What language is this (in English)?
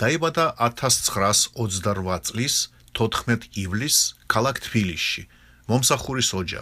Georgian